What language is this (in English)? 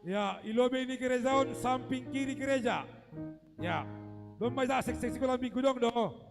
Batak Simalungun